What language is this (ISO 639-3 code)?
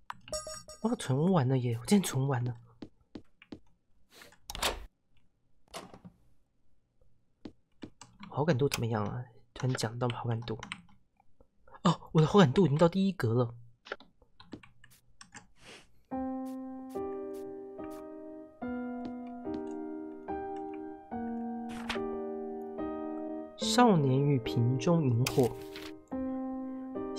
zho